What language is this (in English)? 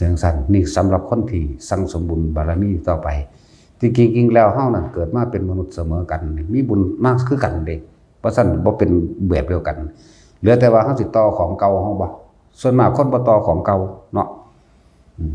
Northeastern Thai